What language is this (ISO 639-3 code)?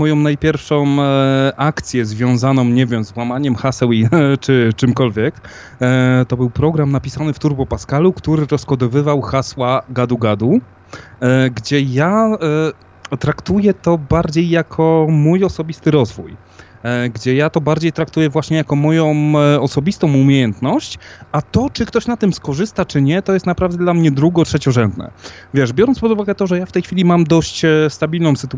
pol